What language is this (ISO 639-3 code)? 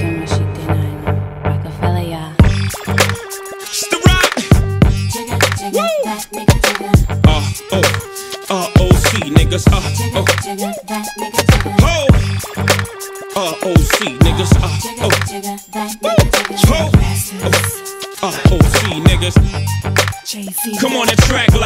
eng